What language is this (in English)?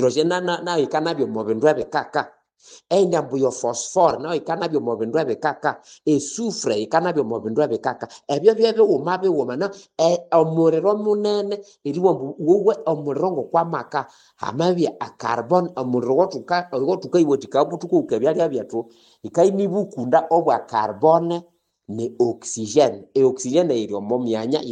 Nande